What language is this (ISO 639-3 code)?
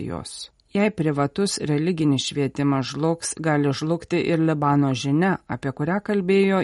lit